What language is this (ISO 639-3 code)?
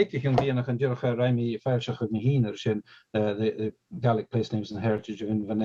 gla